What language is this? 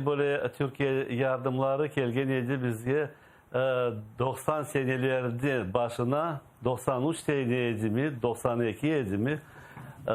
Crimean Tatar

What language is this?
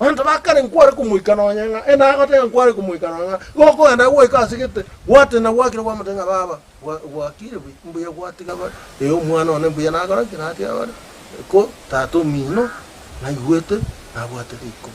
Gusii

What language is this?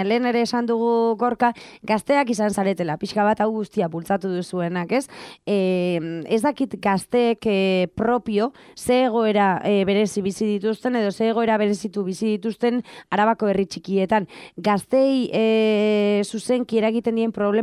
Basque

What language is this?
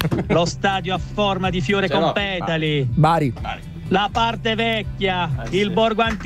Italian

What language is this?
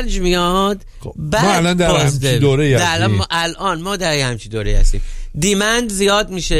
Persian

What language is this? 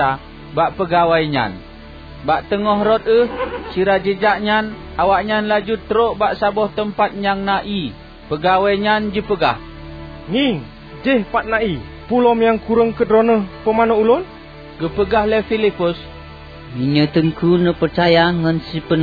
Achinese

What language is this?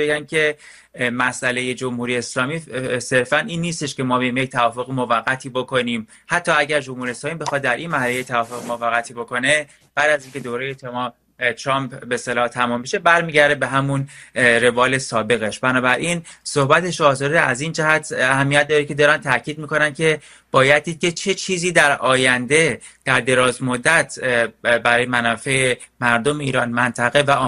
Persian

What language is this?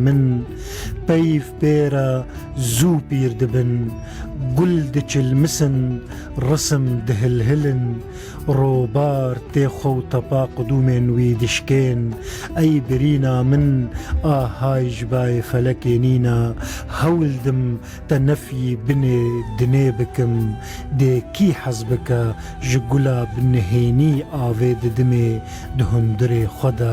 Kurdish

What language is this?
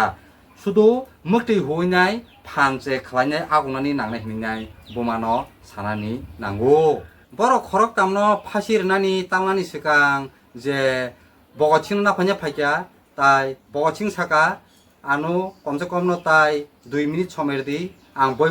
Kok Borok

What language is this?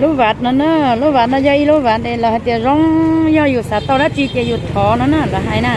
Hmong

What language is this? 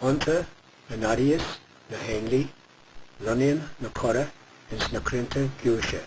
Irish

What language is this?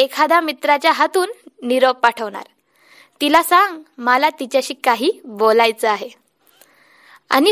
Marathi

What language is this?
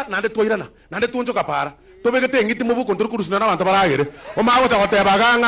Gusii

